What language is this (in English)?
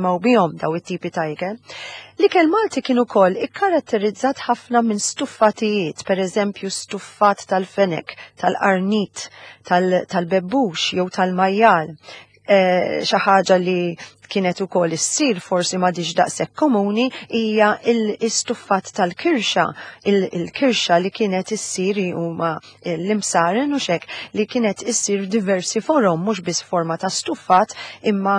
Maltese